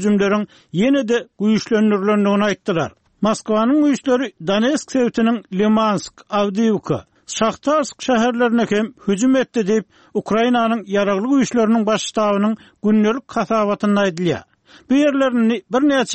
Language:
Turkmen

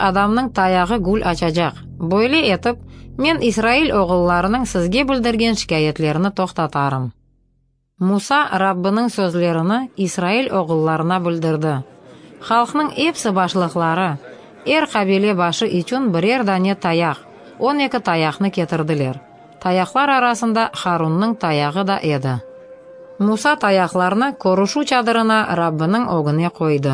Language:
Crimean Tatar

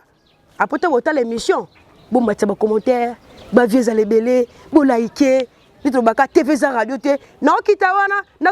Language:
Lingala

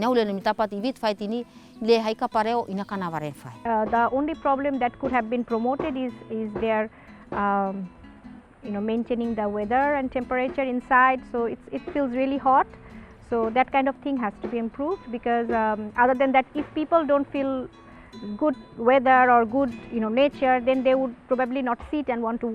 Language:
Tetum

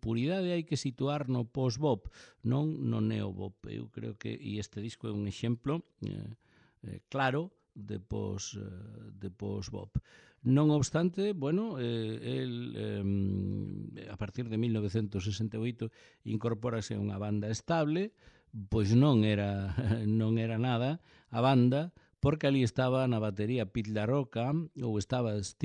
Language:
Galician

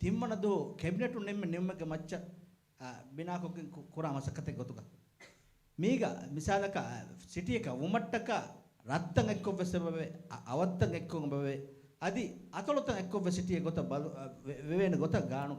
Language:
Divehi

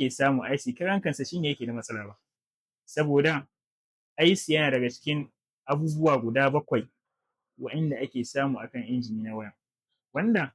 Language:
Hausa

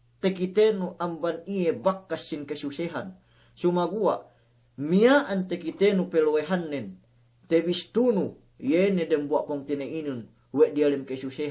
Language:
Yakan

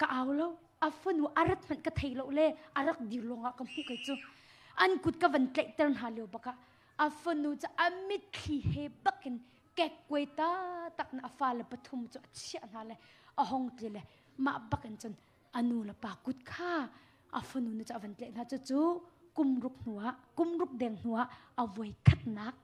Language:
Hakha Chin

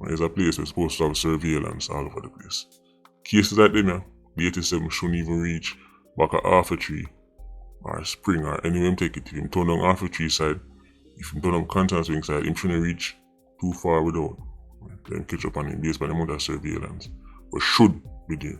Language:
Jamaican Creole English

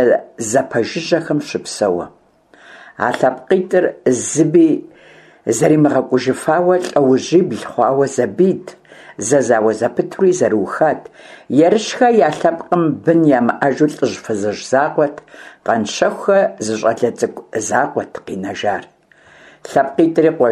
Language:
Kabardian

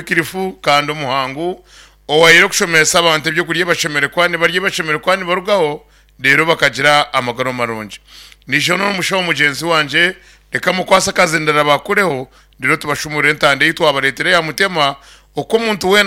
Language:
Nyankole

